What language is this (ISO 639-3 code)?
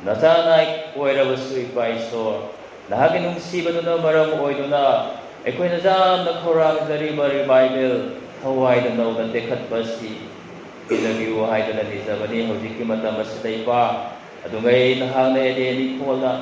mni